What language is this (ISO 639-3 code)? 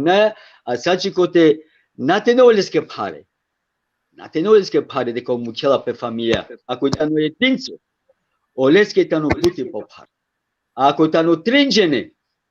rmn